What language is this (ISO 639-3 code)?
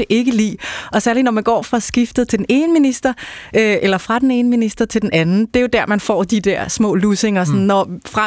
dan